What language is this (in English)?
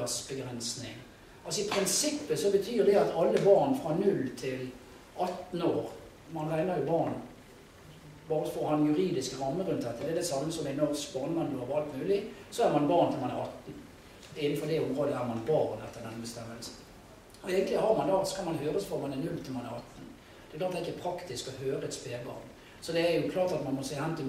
Norwegian